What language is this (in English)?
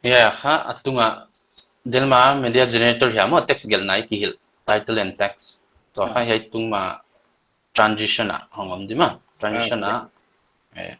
Paite Chin